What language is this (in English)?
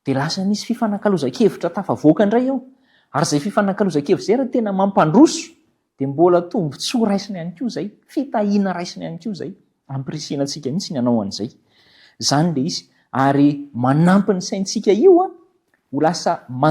Malagasy